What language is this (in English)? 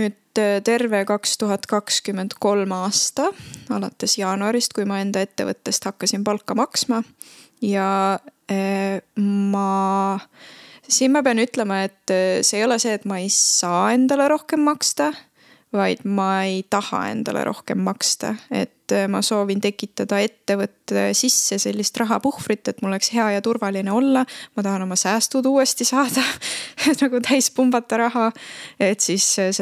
Estonian